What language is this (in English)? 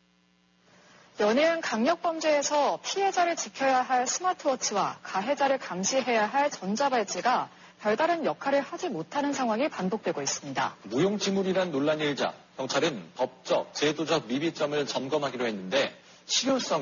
Korean